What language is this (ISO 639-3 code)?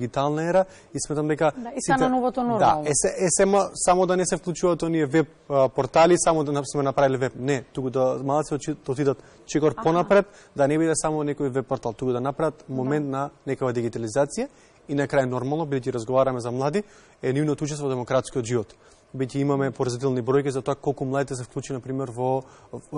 mkd